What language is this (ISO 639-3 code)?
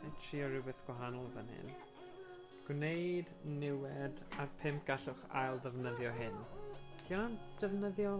cym